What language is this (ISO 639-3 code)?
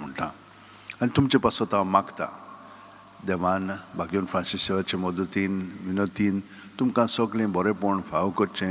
kok